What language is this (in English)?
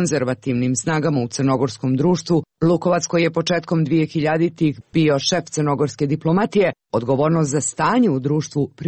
Serbian